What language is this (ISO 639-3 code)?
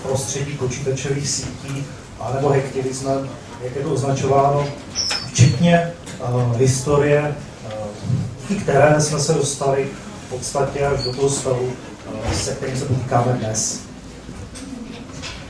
ces